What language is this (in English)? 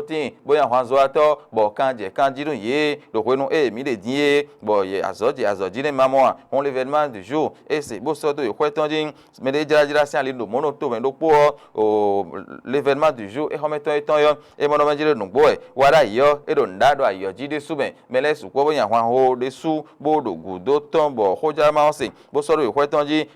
Fon